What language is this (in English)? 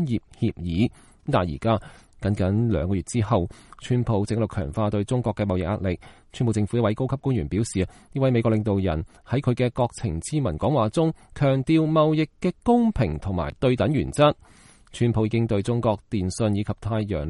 Cantonese